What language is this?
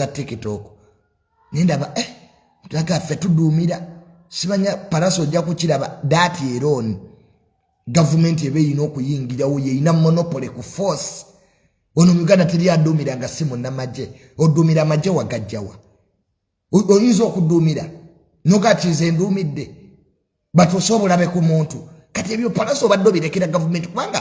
Ganda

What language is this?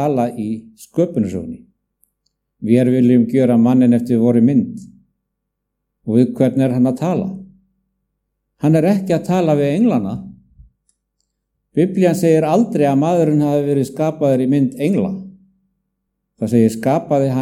Icelandic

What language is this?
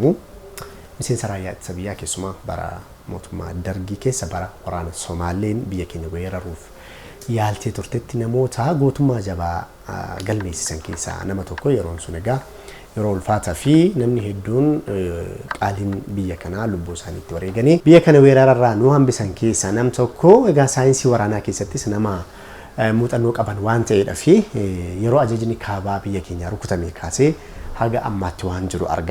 Oromo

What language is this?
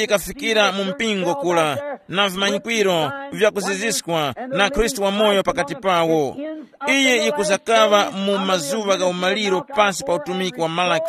Tumbuka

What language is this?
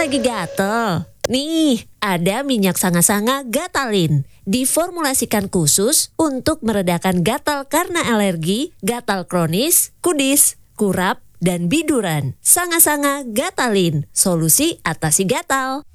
Indonesian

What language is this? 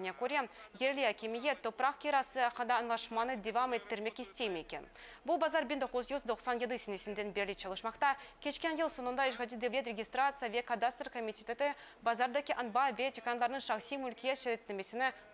Crimean Tatar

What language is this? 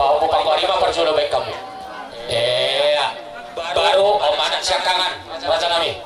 Batak Toba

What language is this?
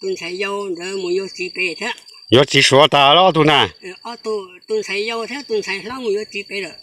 Hmong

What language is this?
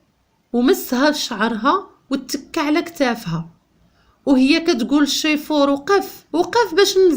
Moroccan Arabic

